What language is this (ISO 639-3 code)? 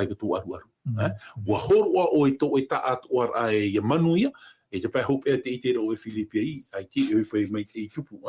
tah